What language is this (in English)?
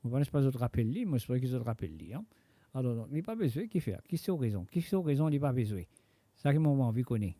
Morisyen